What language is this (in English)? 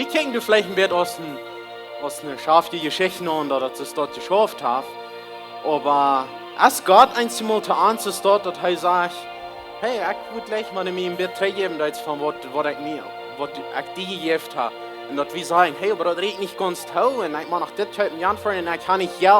Plautdietsch